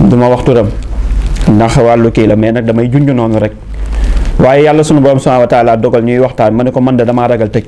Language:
Wolof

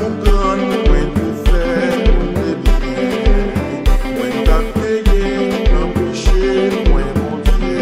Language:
Haitian Creole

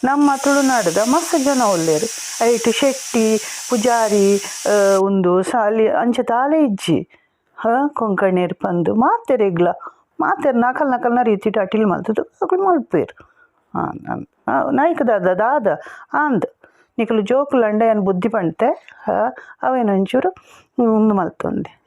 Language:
Tulu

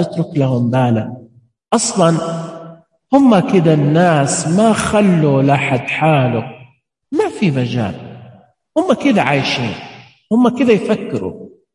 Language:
Najdi Arabic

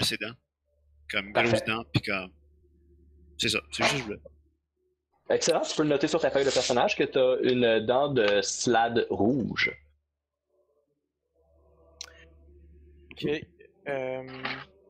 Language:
French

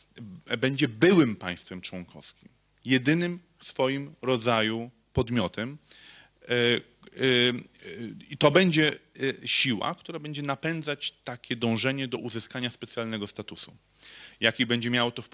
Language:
Polish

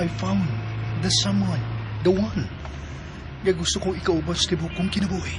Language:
Cebuano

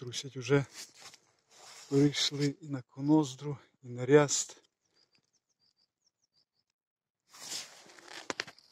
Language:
Ukrainian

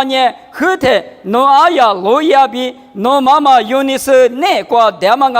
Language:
Lisu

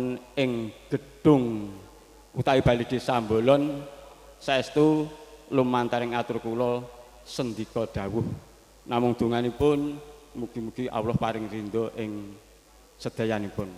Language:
Javanese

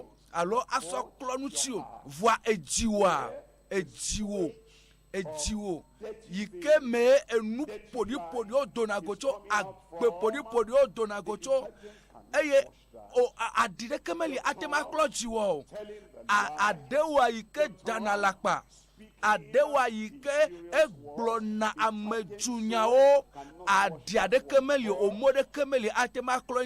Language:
Ewe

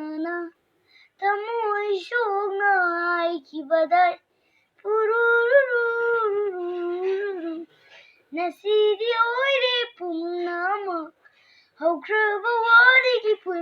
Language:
Manipuri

